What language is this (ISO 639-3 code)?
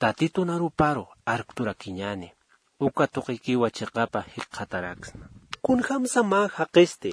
aym